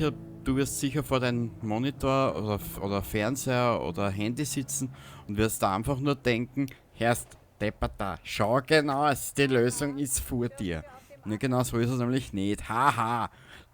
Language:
Bavarian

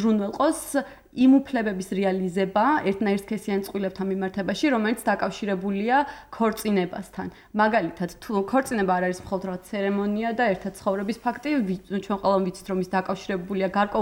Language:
Georgian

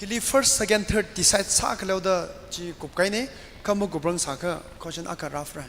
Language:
Tangkhul Naga (India)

